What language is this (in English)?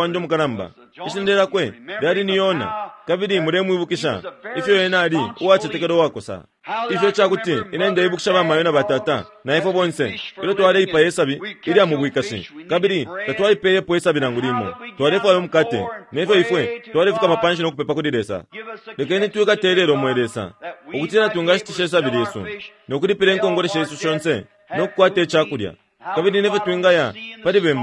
Bemba